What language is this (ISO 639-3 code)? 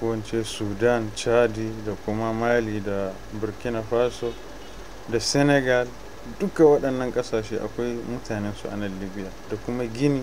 hau